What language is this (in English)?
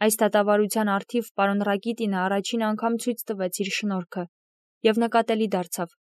Armenian